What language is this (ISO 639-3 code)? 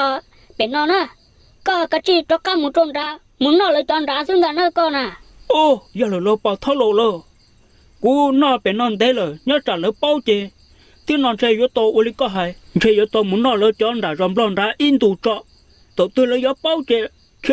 hmn